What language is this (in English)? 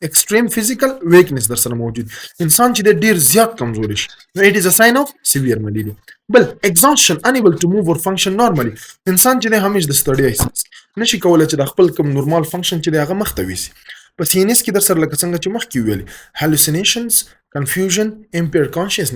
Pashto